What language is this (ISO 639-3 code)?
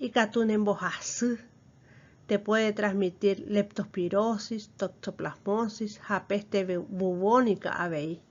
grn